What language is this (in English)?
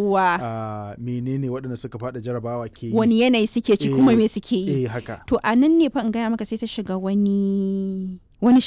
Hausa